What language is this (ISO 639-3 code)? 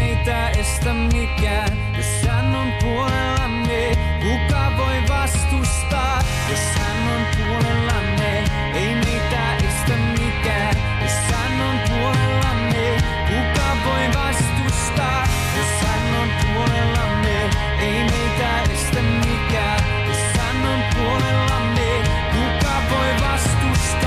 fin